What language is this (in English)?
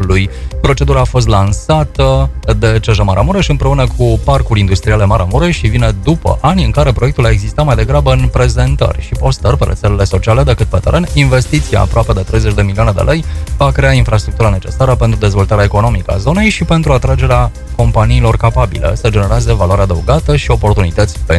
Romanian